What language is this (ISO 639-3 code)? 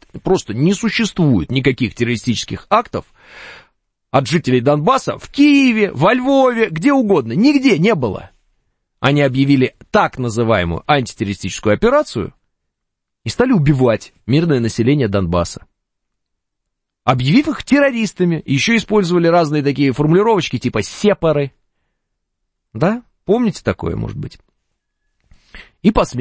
rus